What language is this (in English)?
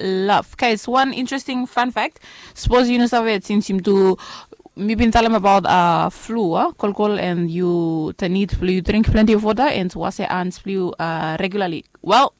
Bislama